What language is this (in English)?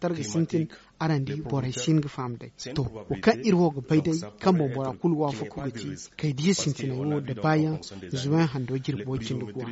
Zarma